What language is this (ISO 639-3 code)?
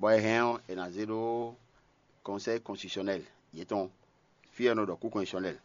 fon